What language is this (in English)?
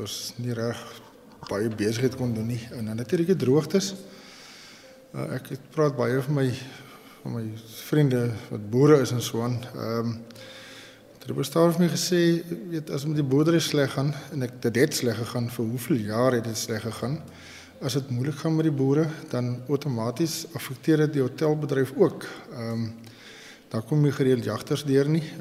Afrikaans